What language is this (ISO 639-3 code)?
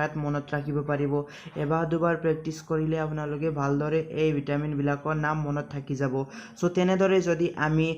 asm